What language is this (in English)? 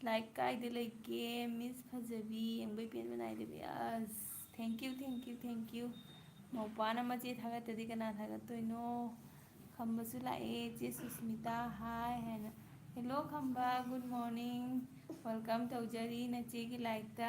Manipuri